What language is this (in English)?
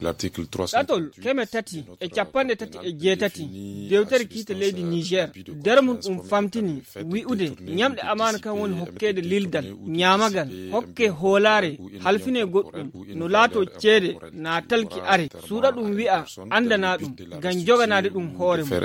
Nigerian Fulfulde